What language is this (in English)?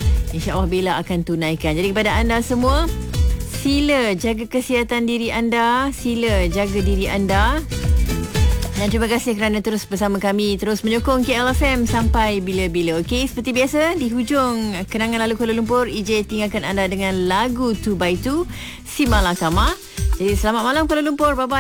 Malay